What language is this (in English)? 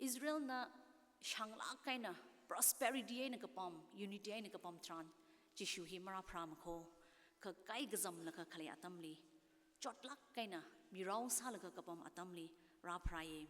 Tangkhul Naga (India)